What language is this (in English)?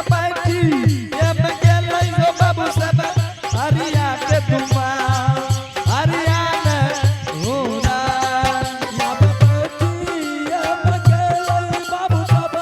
Angika